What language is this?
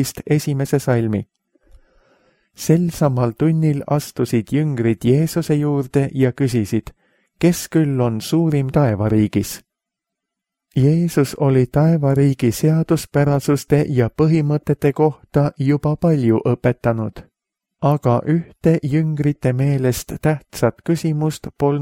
Estonian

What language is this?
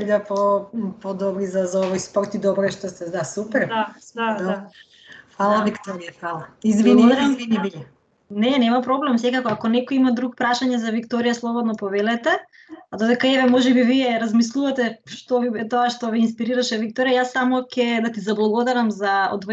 Macedonian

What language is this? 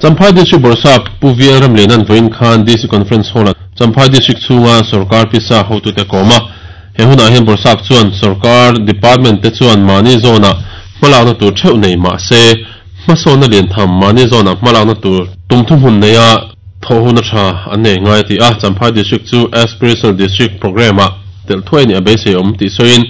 Mizo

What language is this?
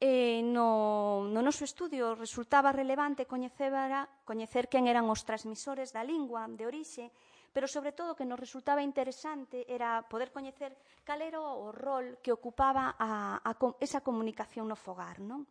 Galician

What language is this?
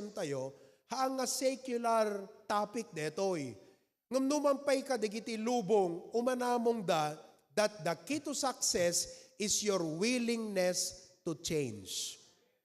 Iloko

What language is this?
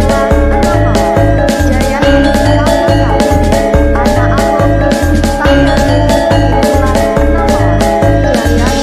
Balinese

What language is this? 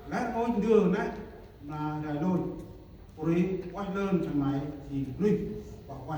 Central Mnong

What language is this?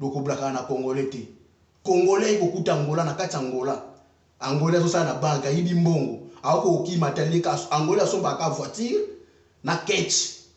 Lingala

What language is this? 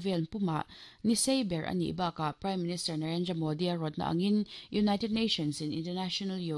Mizo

